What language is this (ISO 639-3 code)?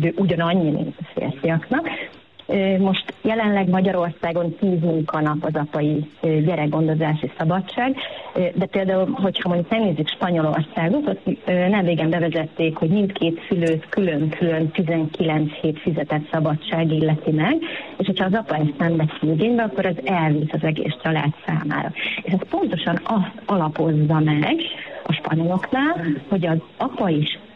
hun